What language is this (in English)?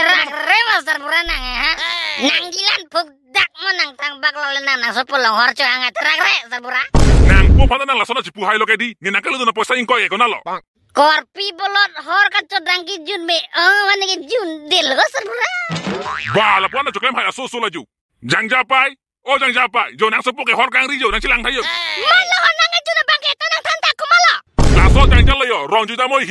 Karbi